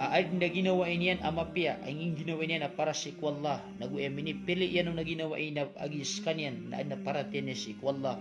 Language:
Maranao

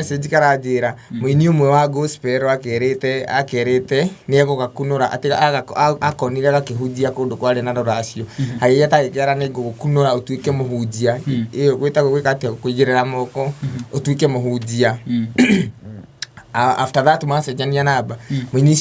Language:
Kikuyu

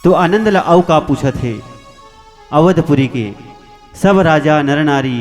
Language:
Chhattisgarhi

